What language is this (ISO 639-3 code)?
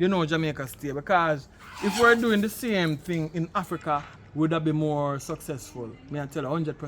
jam